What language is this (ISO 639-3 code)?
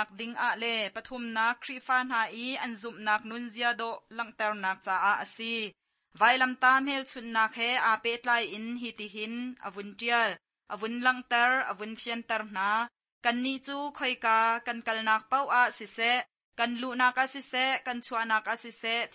cnh